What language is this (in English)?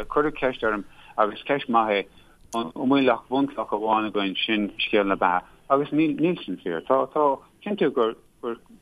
Irish